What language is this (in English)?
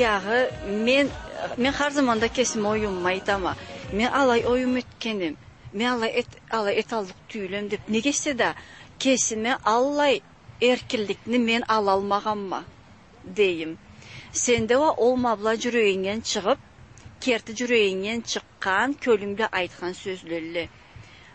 Karachay-Balkar